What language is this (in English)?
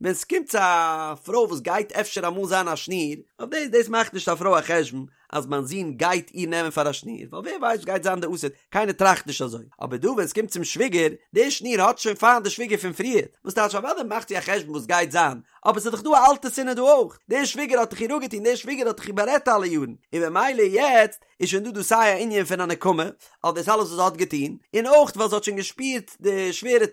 Yiddish